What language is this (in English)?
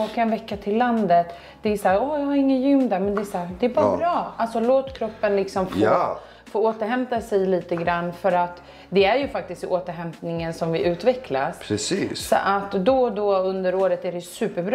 Swedish